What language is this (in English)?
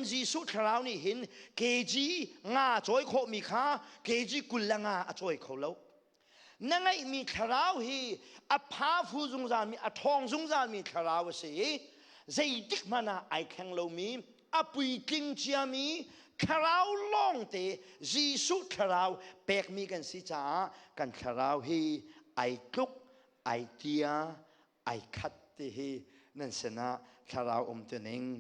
Hakha Chin